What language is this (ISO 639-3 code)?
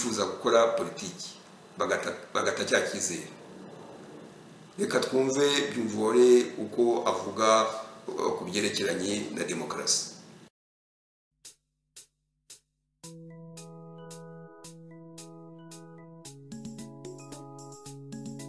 kin